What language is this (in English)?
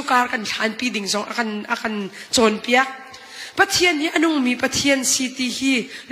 Hakha Chin